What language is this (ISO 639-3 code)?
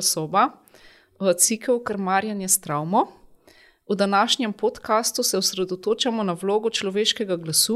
slv